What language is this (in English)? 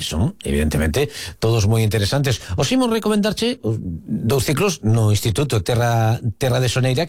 Galician